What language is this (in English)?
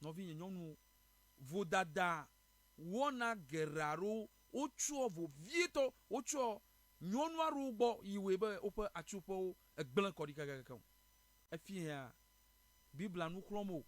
Ewe